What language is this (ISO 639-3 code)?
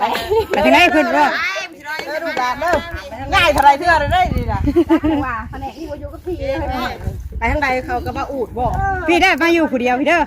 tts